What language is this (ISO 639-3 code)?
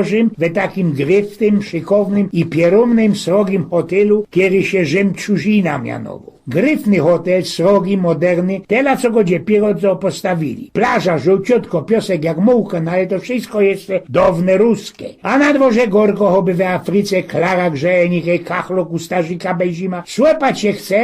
szl